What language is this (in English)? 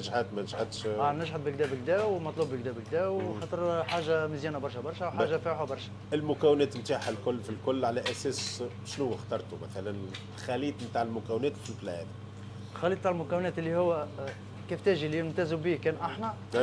Tunisian Arabic